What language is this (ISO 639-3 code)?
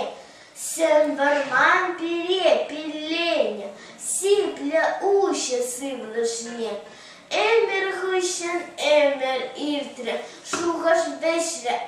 chv